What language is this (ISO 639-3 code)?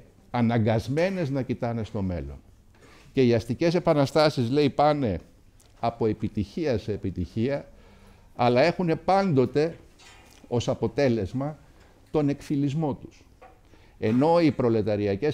ell